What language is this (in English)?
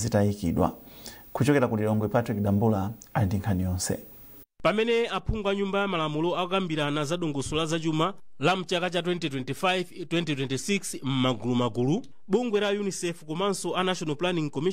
Nyanja